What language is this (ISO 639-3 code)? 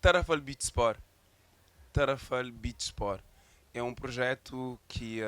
kea